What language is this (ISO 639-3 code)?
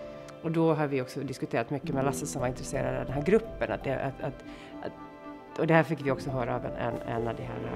swe